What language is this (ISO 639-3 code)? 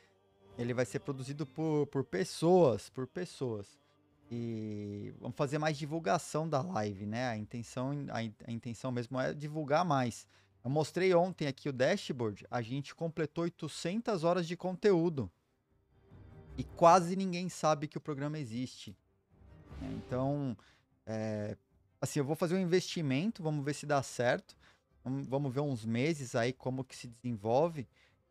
por